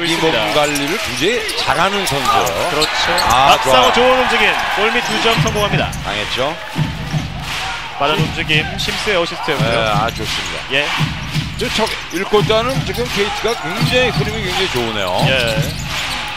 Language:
Korean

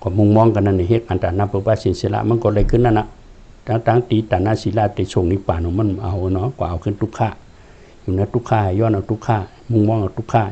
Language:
Shan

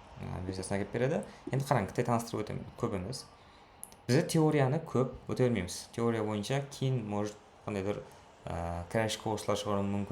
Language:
Kara-Kalpak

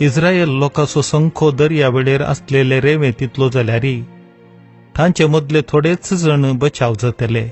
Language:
Konkani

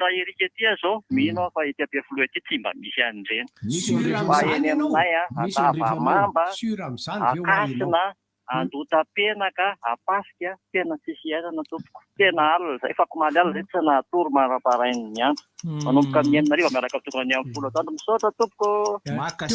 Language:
Malagasy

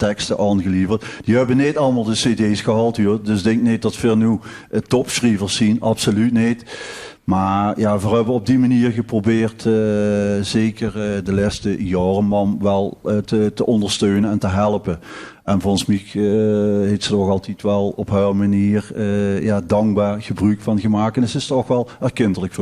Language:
Limburgish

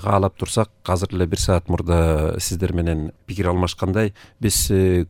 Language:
Kyrgyz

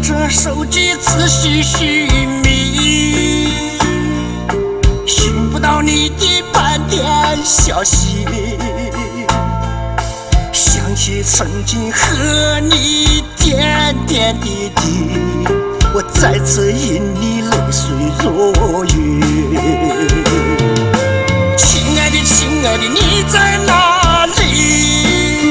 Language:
Chinese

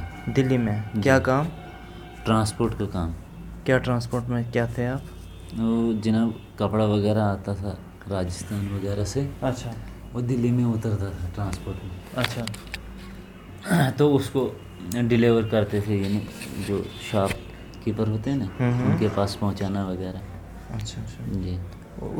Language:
Urdu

